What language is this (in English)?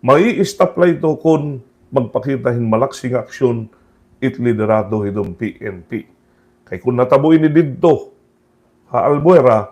Waray